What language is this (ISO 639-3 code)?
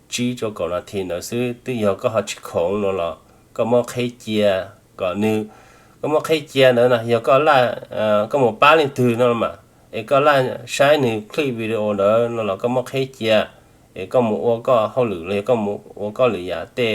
hmn